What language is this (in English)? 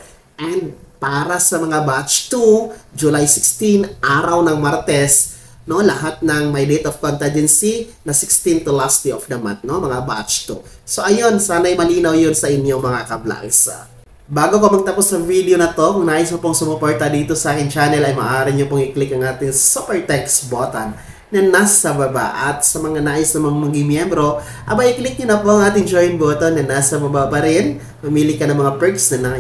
Filipino